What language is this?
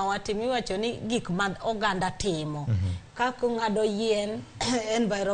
Luo (Kenya and Tanzania)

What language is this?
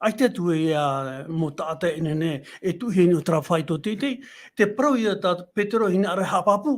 Tahitian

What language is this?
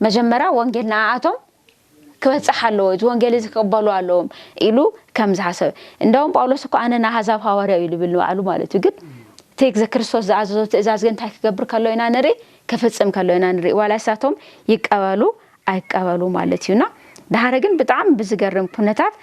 Tigrinya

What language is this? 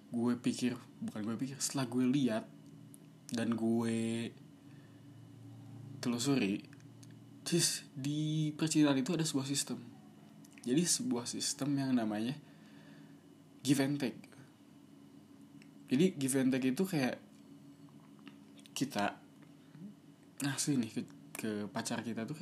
Indonesian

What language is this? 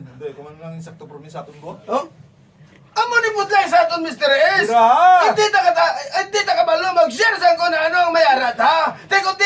Hiligaynon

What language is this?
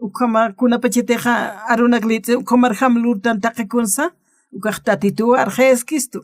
Aymara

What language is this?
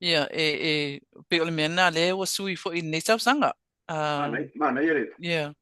Samoan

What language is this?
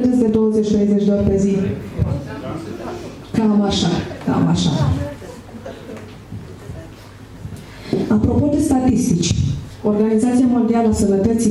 Romanian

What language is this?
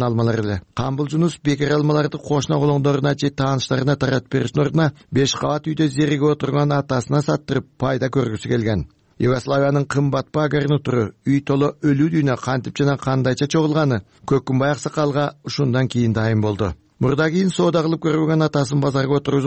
Kyrgyz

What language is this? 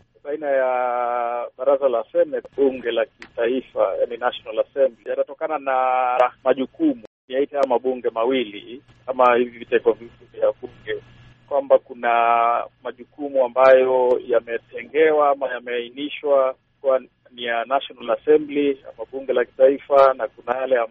Swahili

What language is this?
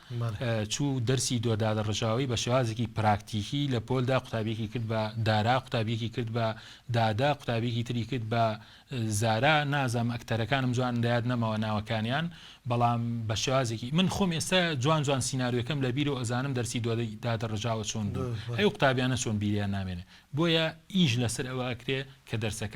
Central Kurdish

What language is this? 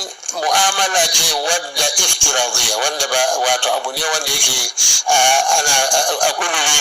Hausa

